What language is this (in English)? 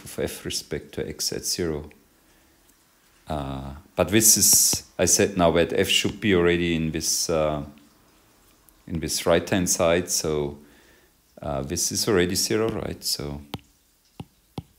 English